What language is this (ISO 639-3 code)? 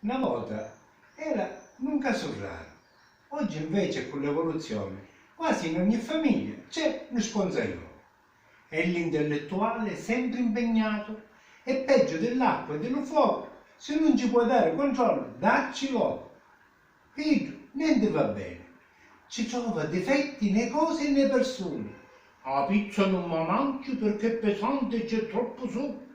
scn